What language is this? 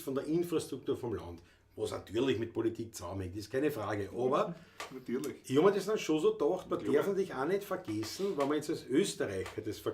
Bavarian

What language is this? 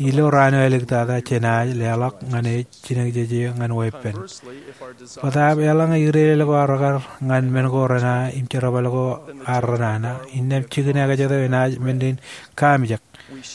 Marshallese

